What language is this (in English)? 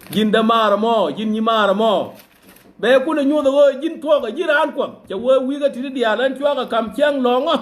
Nuer